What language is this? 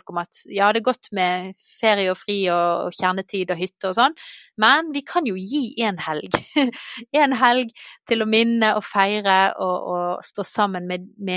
Norwegian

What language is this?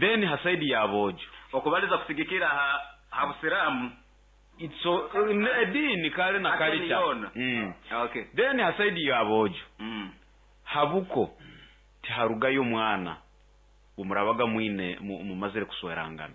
Nyoro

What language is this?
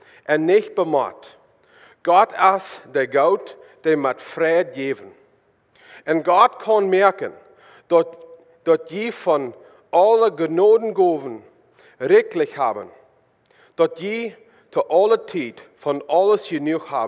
Plautdietsch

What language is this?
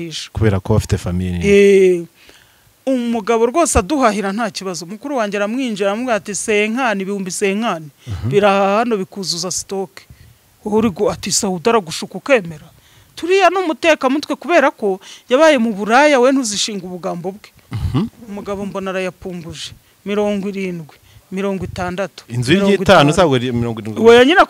Kinyarwanda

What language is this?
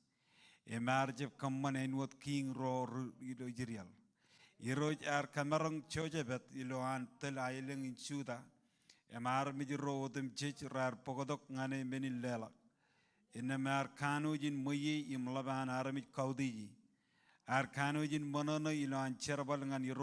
Marshallese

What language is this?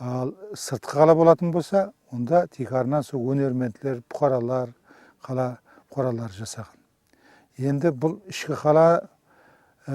Kara-Kalpak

